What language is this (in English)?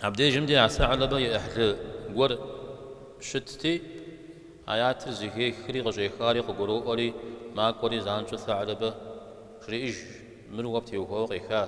Kabardian